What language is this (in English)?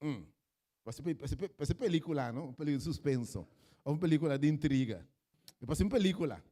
Papiamento